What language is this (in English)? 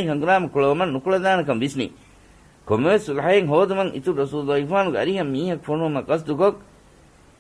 Divehi